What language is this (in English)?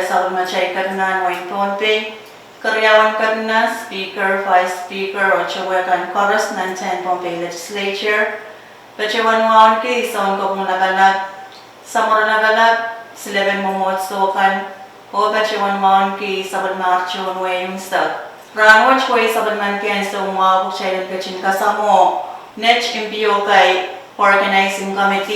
Pohnpeian